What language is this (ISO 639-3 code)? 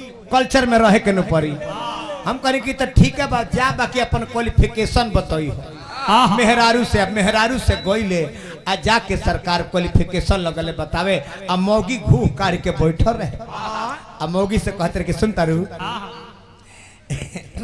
bho